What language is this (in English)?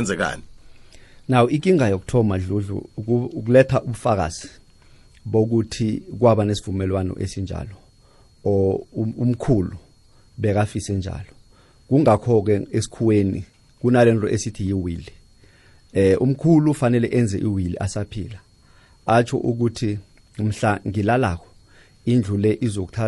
South Ndebele